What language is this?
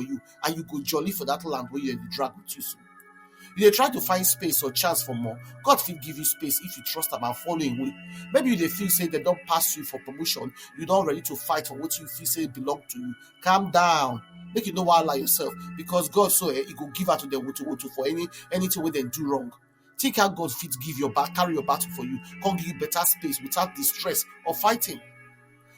Nigerian Pidgin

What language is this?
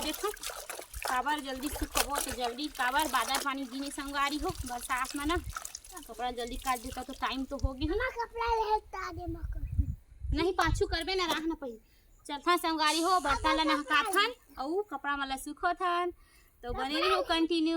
Chhattisgarhi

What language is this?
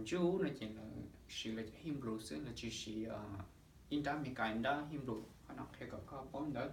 Hmong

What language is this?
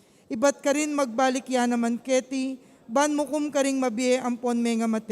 Pampanga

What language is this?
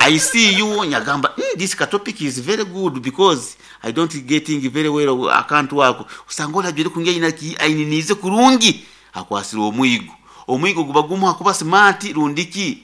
Nyoro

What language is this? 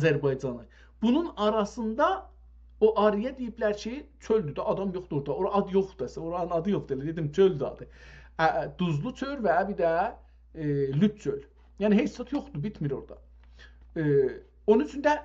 South Azerbaijani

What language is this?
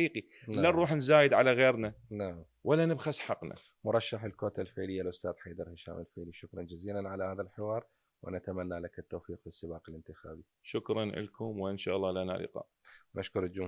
Mesopotamian Arabic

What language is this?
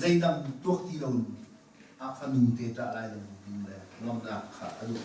Hakha Chin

